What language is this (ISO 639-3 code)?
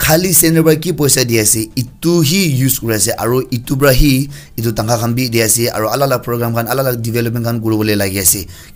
nag